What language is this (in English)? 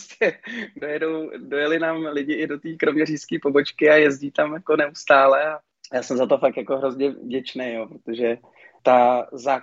Czech